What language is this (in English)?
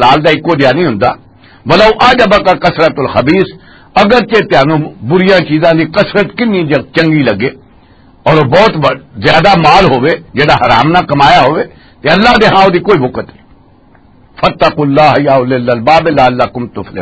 Western Panjabi